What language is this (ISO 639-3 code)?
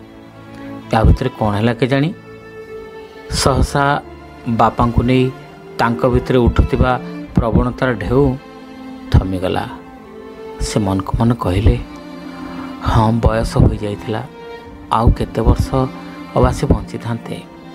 ori